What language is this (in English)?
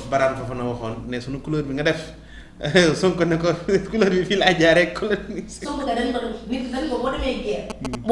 Wolof